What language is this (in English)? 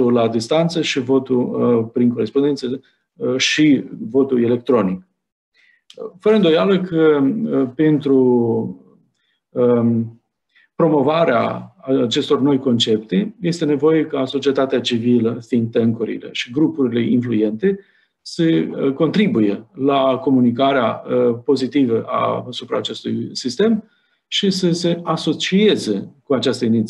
Romanian